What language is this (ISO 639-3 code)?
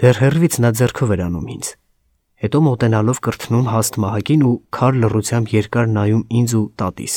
hye